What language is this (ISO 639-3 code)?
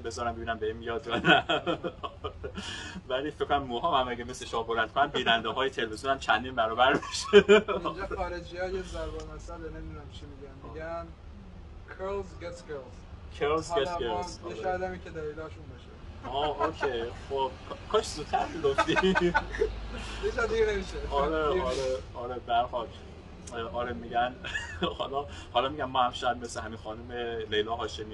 fas